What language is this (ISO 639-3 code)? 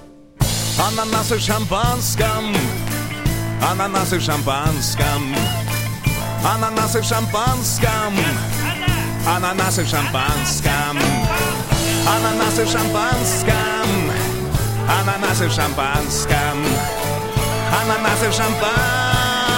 rus